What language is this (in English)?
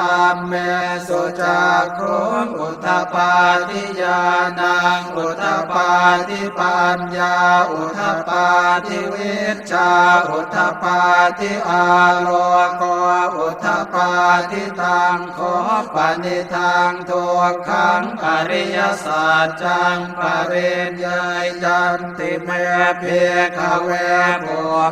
Pali